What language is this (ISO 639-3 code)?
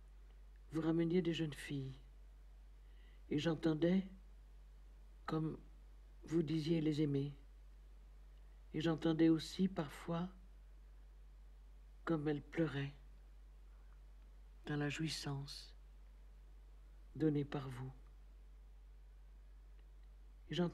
fra